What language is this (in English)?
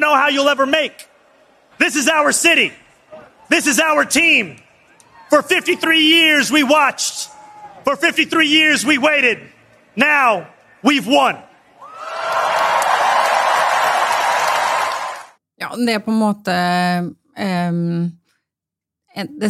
Norwegian